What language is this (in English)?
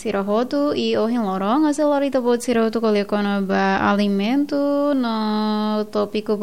Tetum